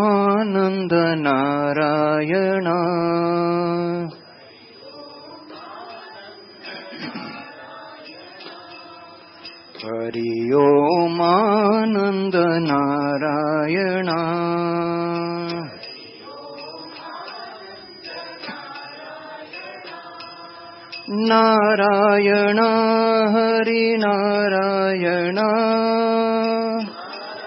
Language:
Marathi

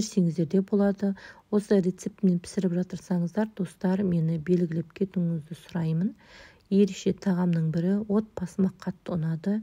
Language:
Kazakh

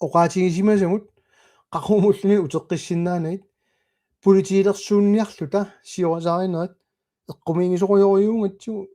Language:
Kalaallisut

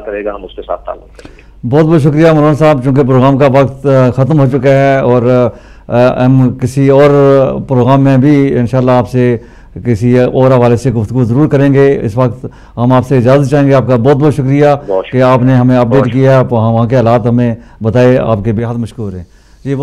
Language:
Urdu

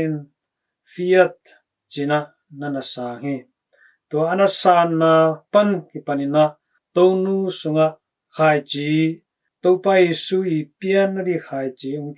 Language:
Tedim Chin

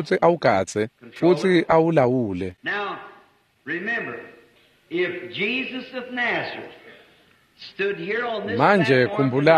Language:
Swati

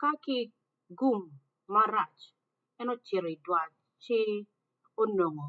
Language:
Acoli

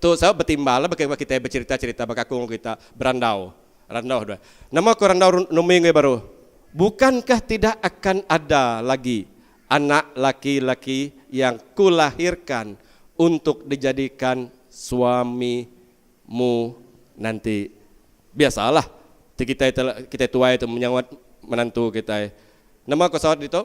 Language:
Iban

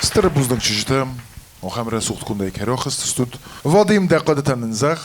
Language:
Ossetic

